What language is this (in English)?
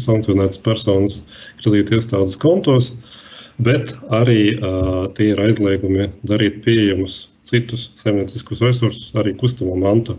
Latvian